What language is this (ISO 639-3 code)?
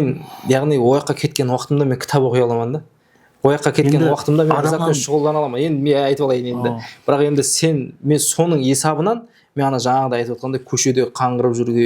kaa